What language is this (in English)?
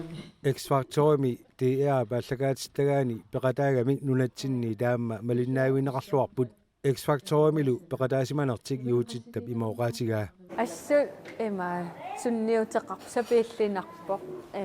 Kalaallisut